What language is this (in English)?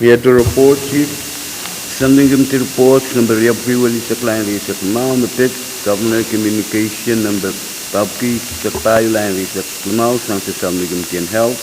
Pohnpeian